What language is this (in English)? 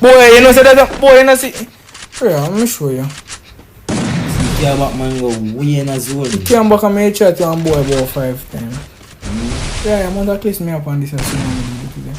Jamaican Creole English